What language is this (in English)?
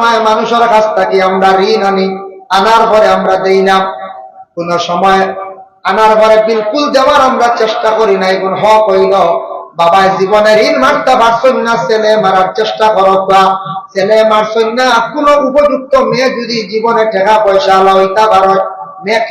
Sylheti